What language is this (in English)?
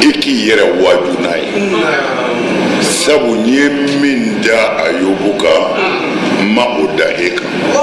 Bambara